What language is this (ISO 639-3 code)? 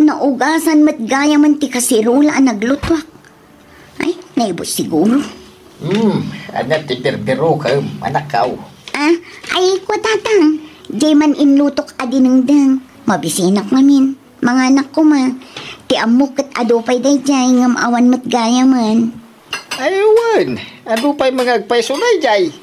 ilo